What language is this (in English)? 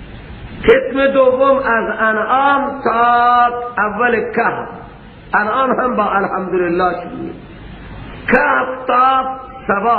Persian